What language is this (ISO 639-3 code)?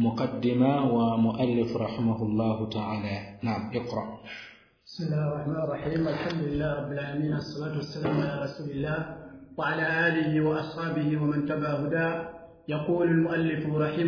swa